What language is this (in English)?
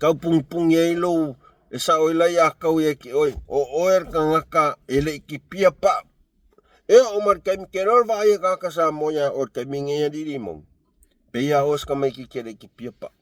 Samoan